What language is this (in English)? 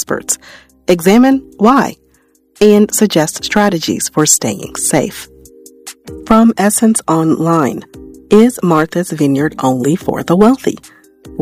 English